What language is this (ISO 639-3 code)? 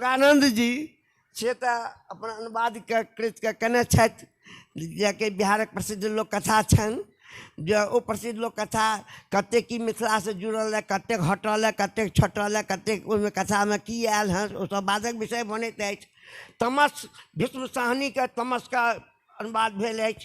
mai